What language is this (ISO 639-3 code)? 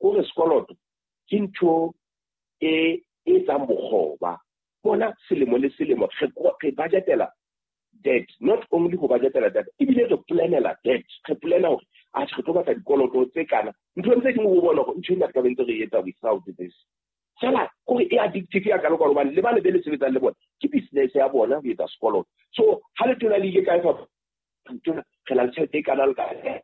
sot